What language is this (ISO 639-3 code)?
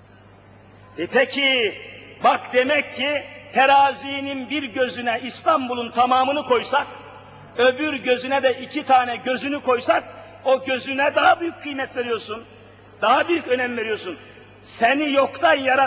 tur